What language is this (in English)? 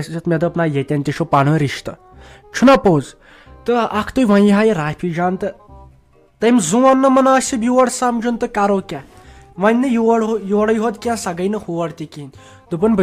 Kashmiri